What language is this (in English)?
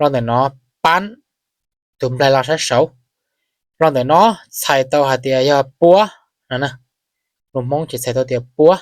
Hmong